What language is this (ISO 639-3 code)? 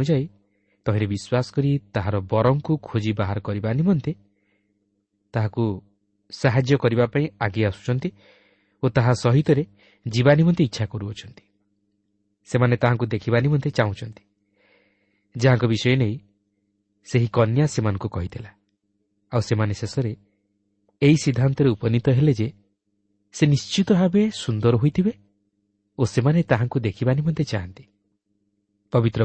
ori